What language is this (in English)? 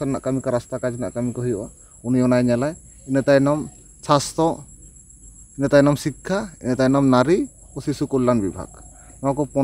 Santali